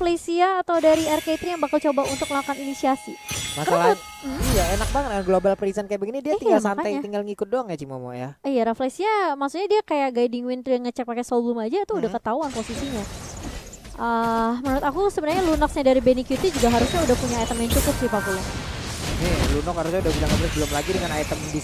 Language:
Indonesian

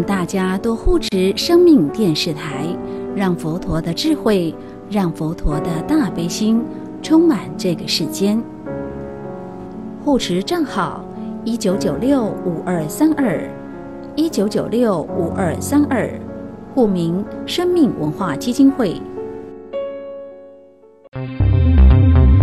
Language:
Chinese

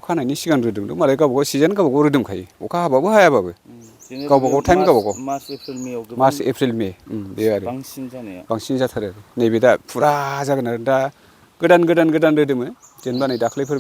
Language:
Bodo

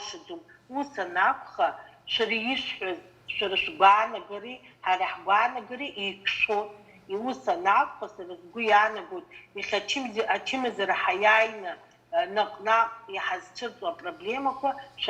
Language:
Abkhazian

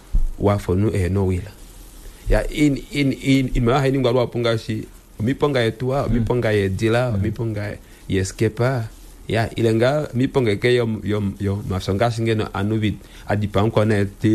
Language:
Kuanyama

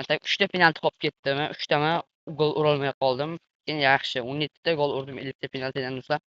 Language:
Uzbek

